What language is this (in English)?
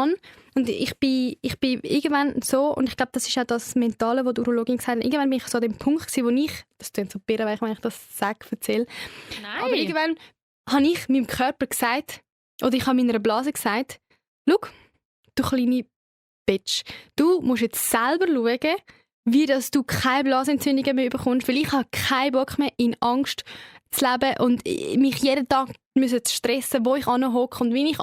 Swiss German